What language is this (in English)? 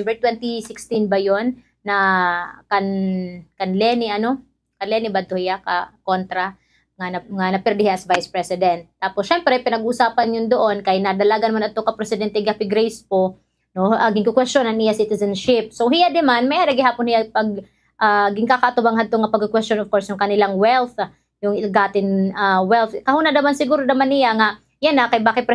Waray